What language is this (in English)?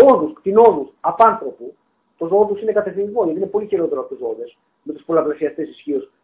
Greek